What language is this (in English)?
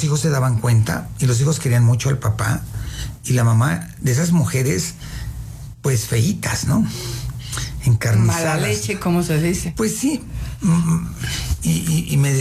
Spanish